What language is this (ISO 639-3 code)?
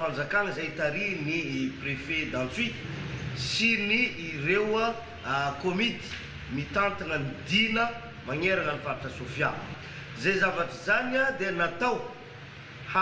mlg